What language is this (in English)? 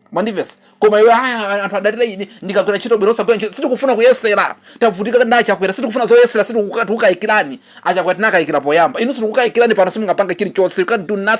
Nyanja